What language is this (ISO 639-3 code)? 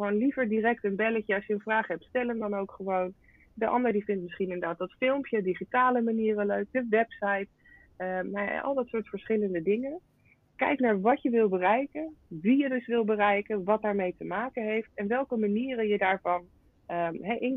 nld